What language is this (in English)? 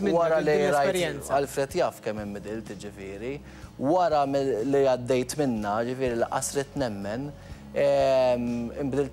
Maltese